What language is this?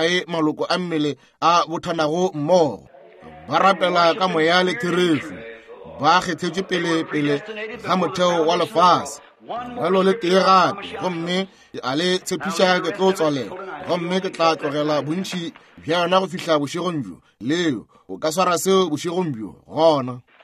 Northern Sotho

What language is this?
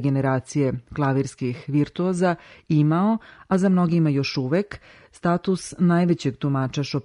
Serbian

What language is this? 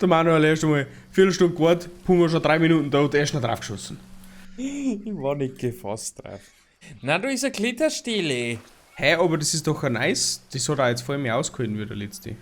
Bavarian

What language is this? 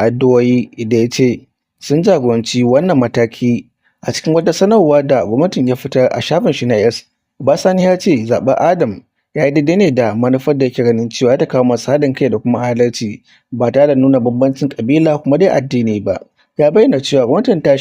Hausa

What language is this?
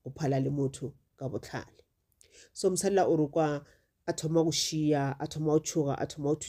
Northern Sotho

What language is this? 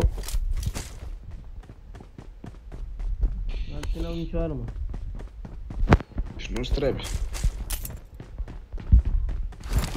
Romanian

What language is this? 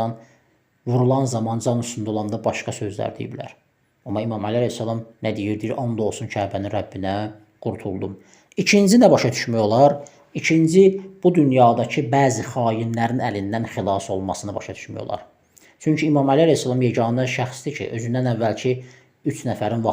Azerbaijani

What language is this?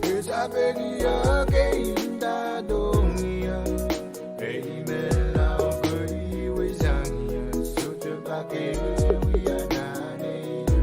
Pohnpeian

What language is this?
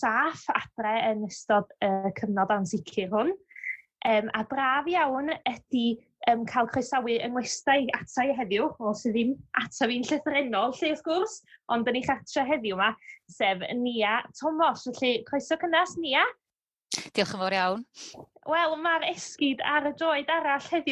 Welsh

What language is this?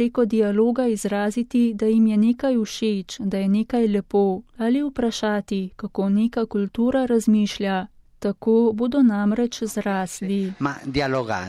Slovenian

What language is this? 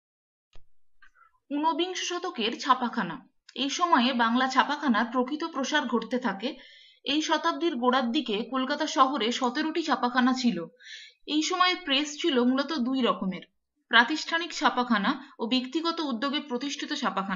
Bangla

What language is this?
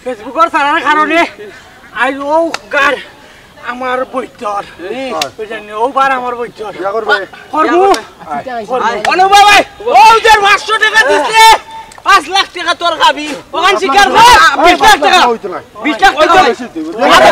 Sylheti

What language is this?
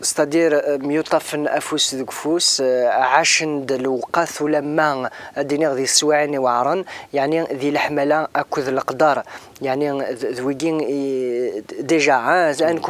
Kabyle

